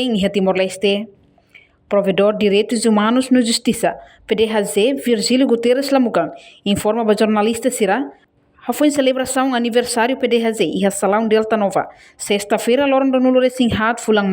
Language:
Tetum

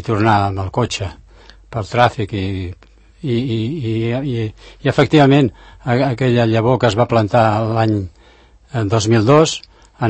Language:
Catalan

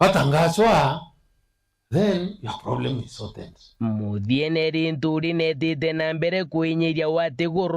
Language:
Meru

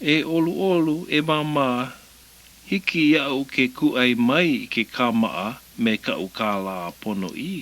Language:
Hawaiian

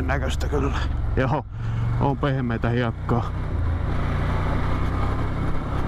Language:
Finnish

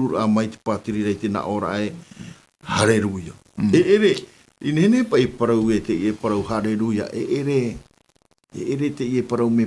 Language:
Tahitian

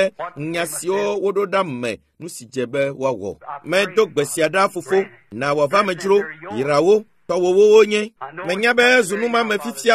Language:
Ewe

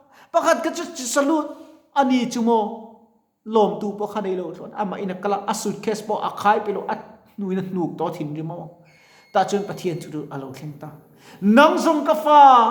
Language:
Mizo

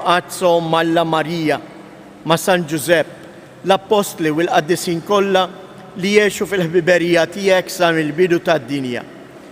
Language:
Maltese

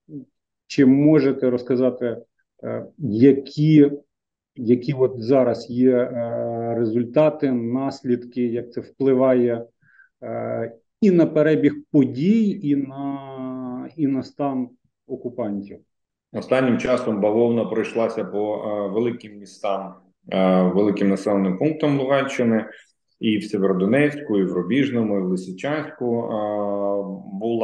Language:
Ukrainian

